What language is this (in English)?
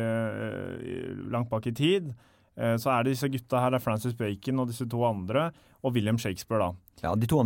Norwegian